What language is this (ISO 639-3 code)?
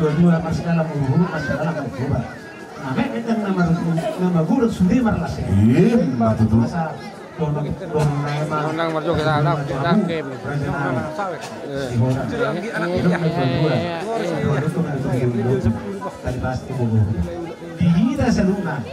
bbc